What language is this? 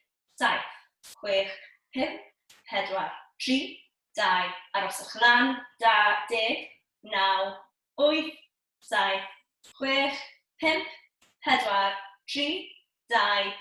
Welsh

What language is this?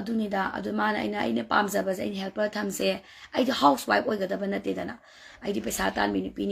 Manipuri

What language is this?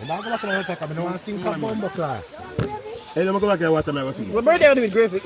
Jamaican Creole English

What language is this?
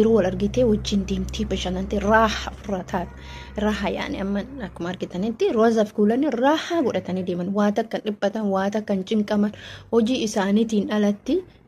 Oromo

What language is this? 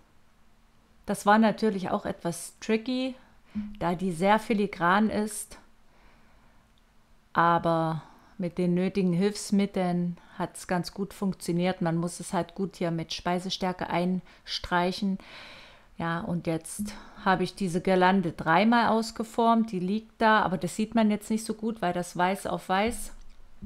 German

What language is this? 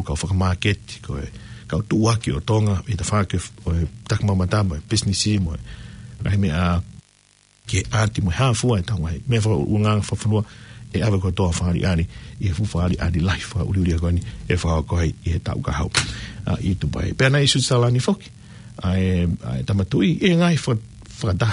Tongan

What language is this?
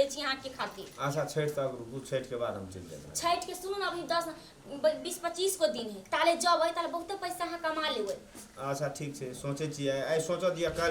Maithili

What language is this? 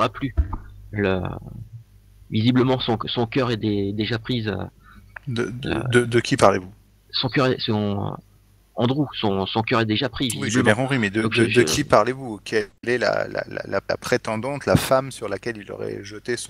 French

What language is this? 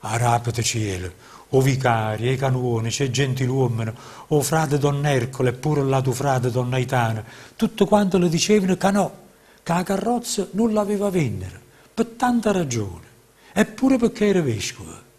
Neapolitan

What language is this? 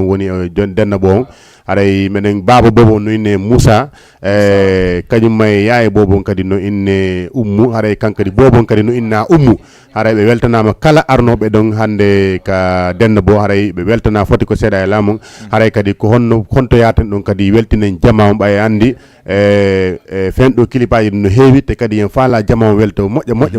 Fula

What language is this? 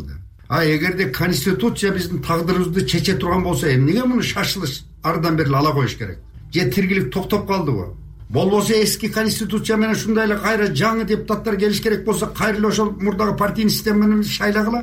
Kyrgyz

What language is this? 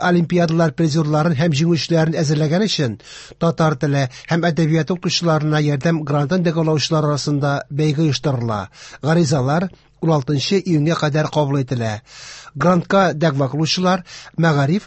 Tatar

